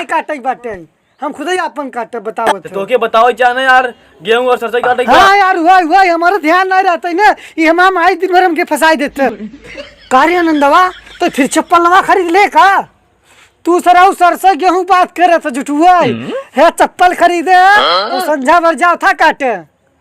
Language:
Awadhi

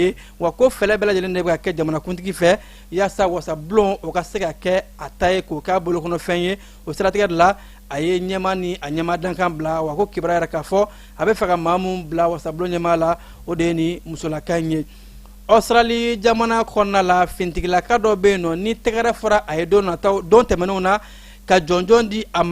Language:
Bambara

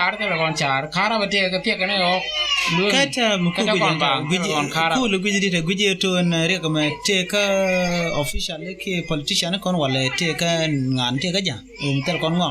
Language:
Nuer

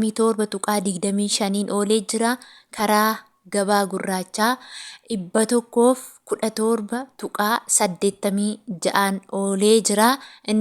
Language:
Oromo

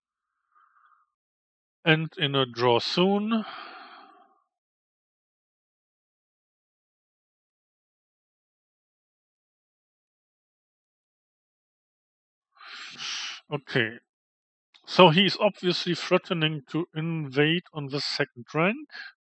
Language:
English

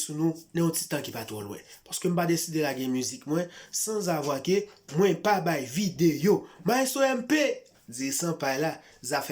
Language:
Haitian Creole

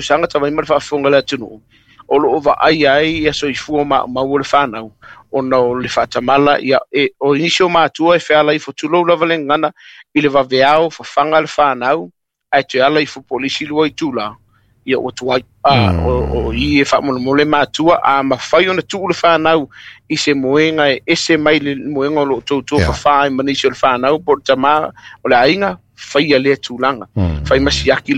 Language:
Samoan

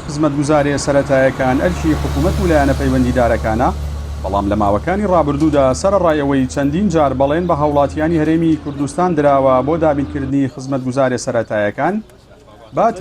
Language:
Central Kurdish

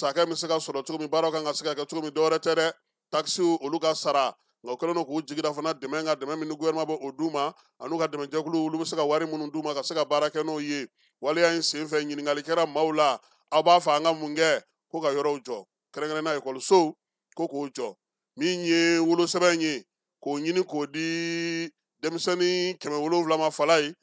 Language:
Bambara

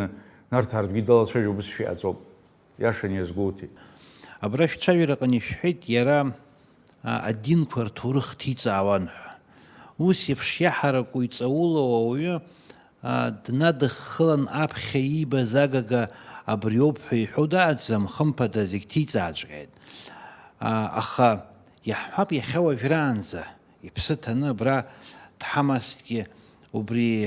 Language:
Abkhazian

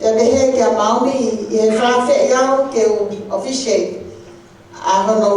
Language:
Tongan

